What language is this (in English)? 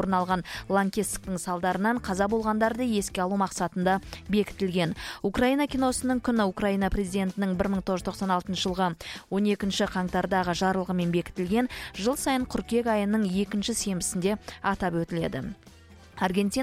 Kazakh